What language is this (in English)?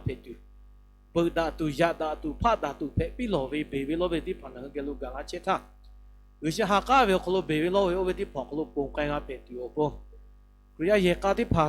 Lahu